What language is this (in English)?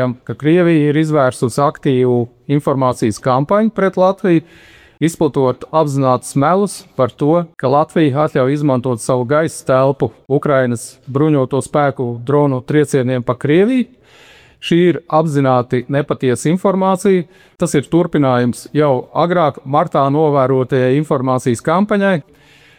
Latvian